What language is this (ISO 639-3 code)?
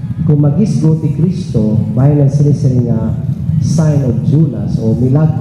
war